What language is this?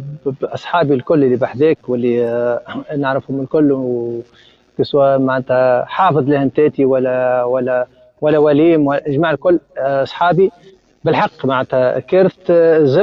Tunisian Arabic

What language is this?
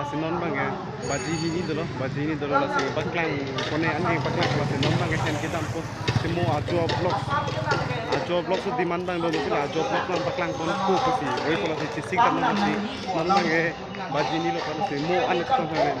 Karbi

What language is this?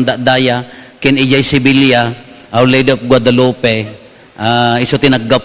Iloko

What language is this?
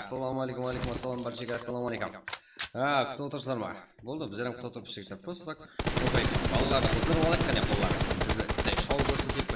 Kara-Kalpak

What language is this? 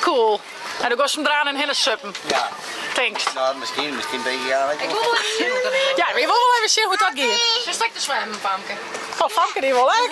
Western Frisian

